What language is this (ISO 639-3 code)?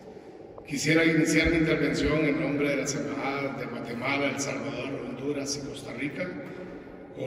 spa